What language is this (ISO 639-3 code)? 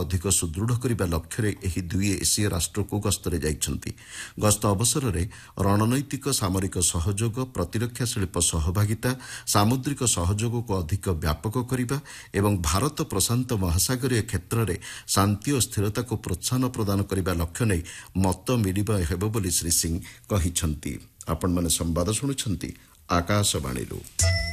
ori